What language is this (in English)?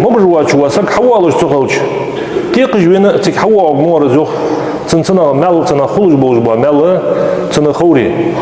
Ingush